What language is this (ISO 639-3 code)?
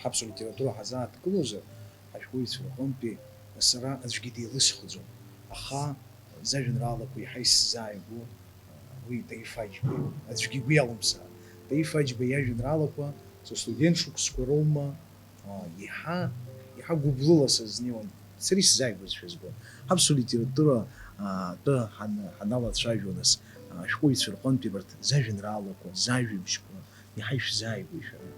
abk